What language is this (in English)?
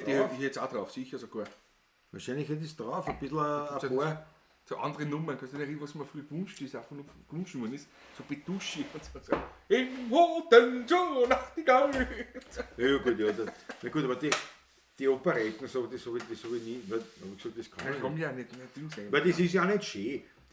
Bavarian